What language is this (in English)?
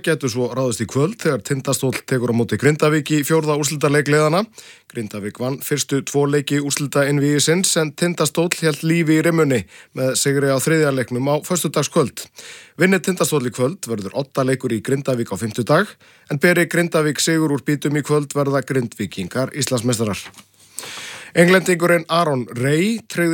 Icelandic